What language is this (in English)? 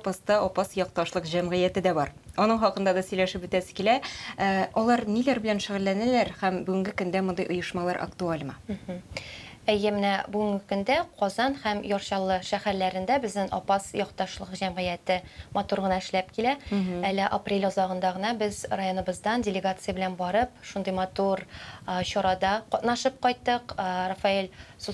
Tatar